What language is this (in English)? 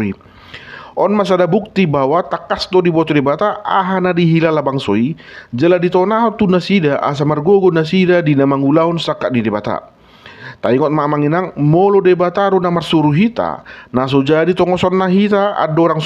Batak Toba